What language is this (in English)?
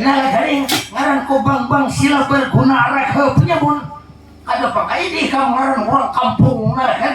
Banjar